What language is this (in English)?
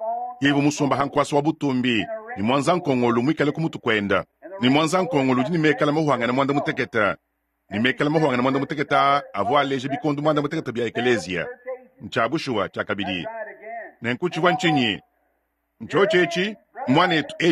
Luba-Lulua